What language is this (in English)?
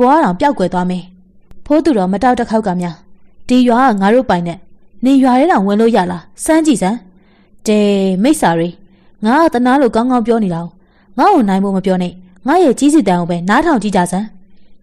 Burmese